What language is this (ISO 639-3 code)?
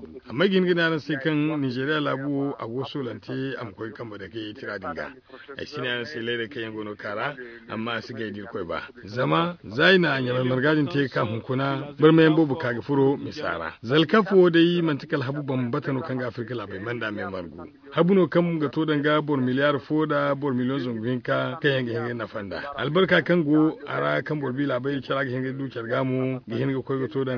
dje